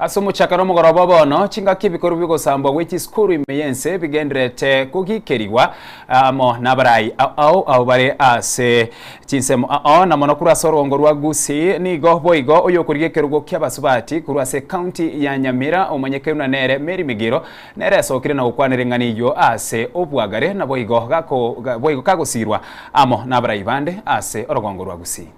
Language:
Gusii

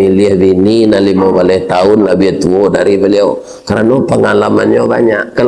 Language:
Minangkabau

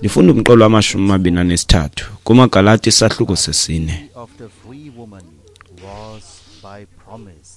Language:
Xhosa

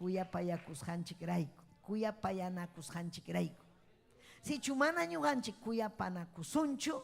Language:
Ayacucho Quechua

